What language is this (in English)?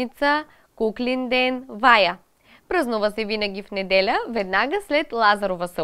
Bulgarian